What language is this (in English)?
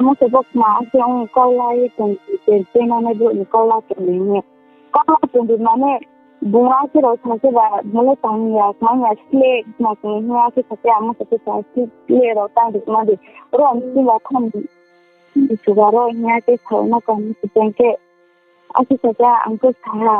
Riang (India)